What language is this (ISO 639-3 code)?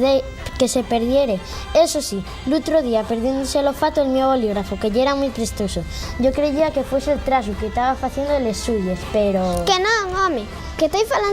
ast